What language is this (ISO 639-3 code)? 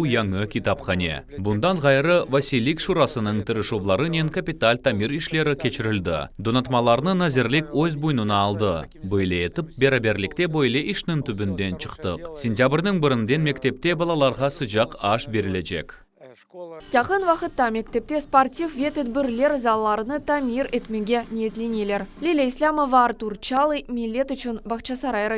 crh